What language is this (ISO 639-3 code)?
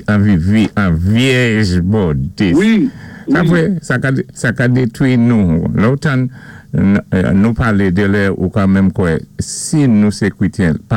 acf